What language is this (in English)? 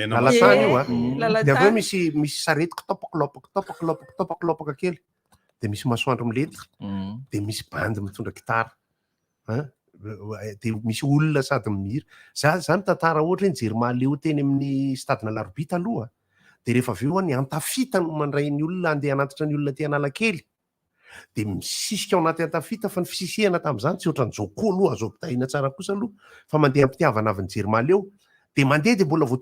Malagasy